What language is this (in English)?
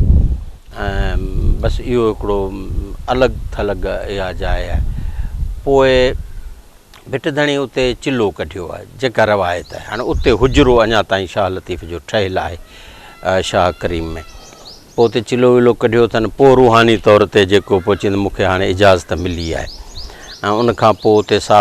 Sindhi